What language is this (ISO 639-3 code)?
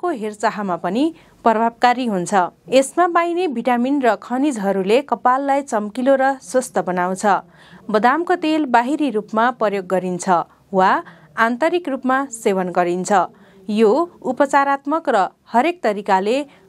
nep